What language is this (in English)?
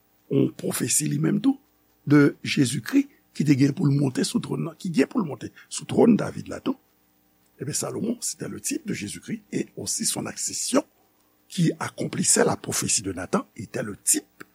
Haitian Creole